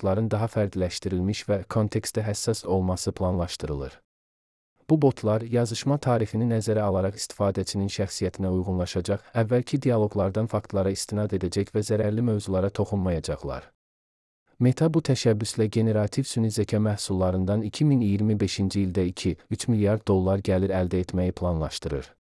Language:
Azerbaijani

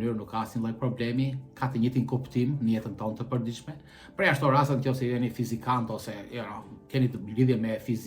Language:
Albanian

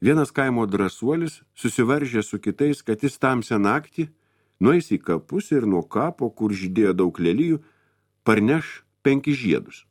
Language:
Lithuanian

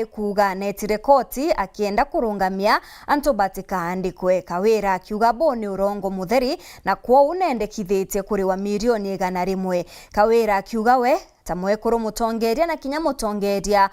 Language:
Meru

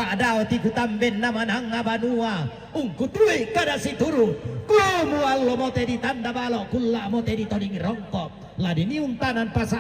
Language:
Toraja-Sa'dan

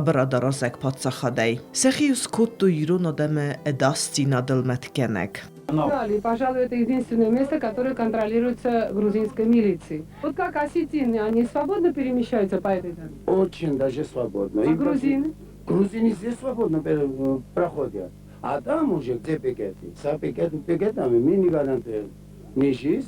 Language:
Ossetic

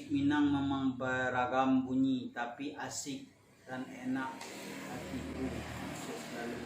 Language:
Minangkabau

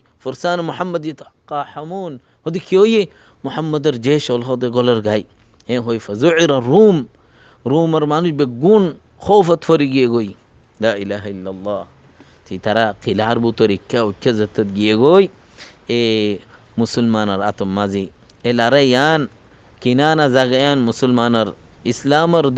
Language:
Rohingya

